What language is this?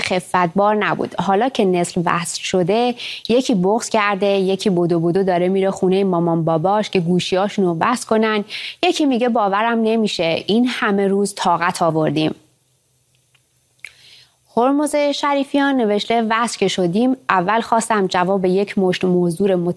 Persian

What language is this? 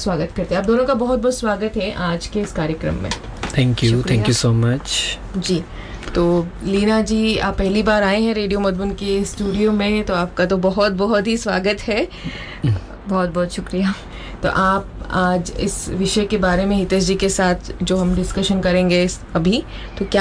Hindi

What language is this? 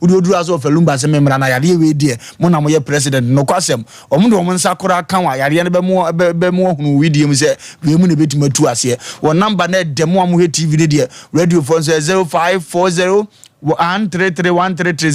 Akan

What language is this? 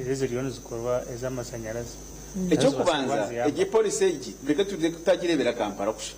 Nyankole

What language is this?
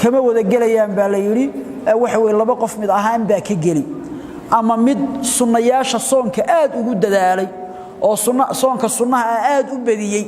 Somali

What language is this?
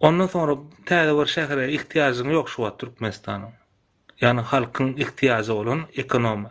Turkmen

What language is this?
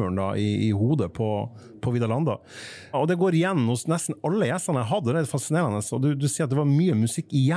Norwegian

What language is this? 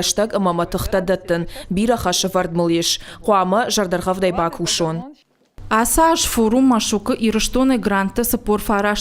Ossetic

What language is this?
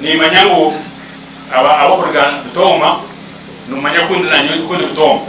Nyankole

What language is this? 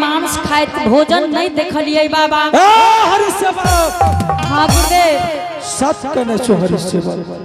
Angika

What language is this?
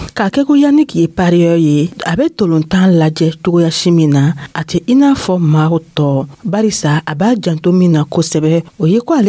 Dyula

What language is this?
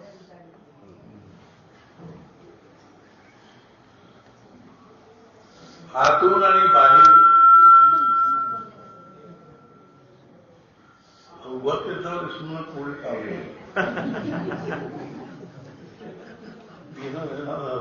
Kannada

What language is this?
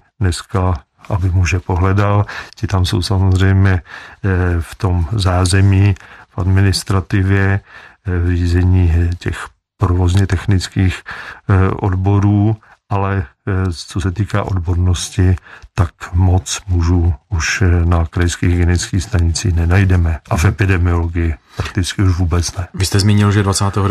Czech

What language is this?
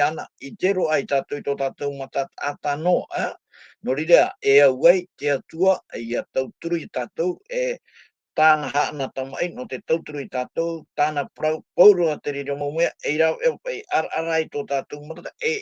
Tahitian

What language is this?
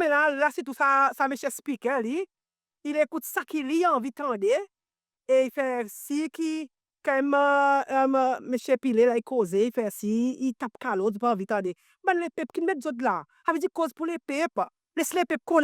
Seselwa Creole French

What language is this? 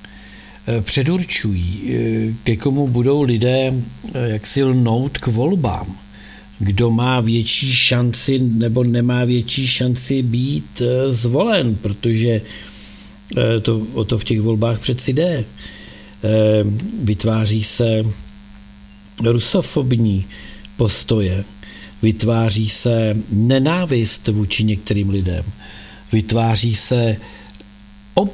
Czech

